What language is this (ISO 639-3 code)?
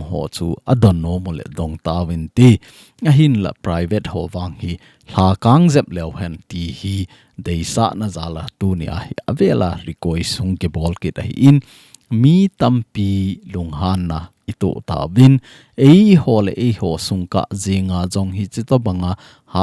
tcz